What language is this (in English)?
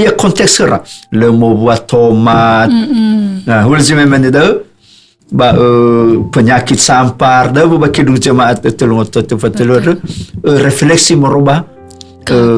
Nias